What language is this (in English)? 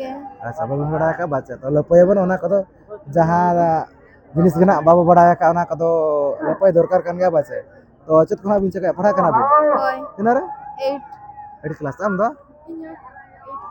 Santali